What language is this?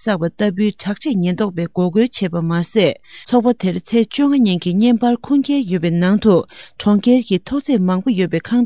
Tibetan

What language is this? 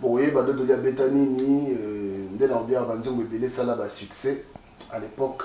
Lingala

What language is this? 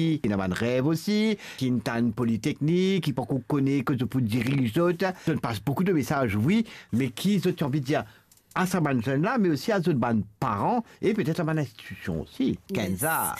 Morisyen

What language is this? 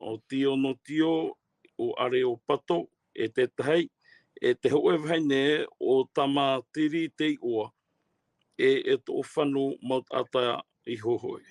Tahitian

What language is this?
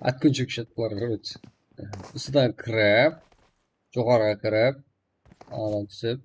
Kara-Kalpak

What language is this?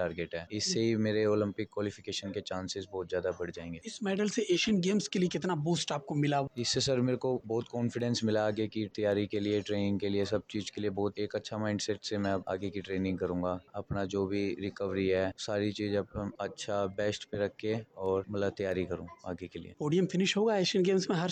Hindi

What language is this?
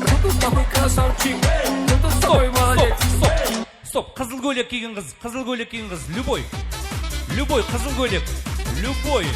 Kara-Kalpak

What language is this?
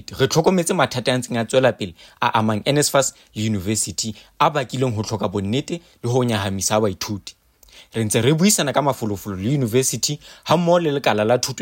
Southern Sotho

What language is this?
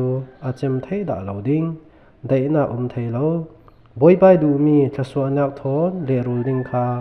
Falam Chin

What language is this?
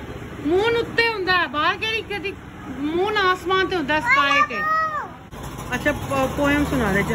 Punjabi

